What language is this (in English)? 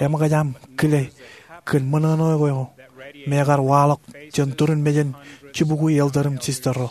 Marshallese